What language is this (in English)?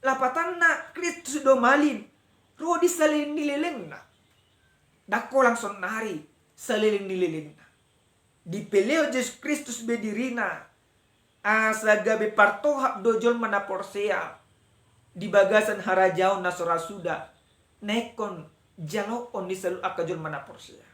Batak Toba